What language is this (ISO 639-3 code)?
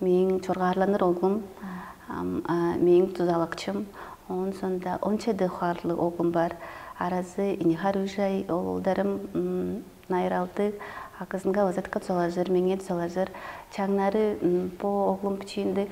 tyv